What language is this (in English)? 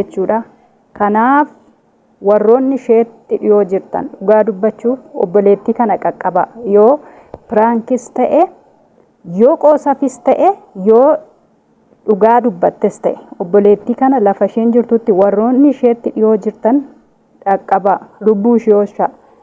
Oromo